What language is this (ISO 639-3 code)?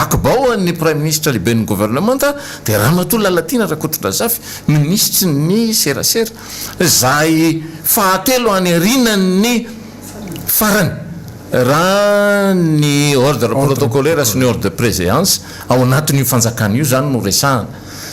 mlg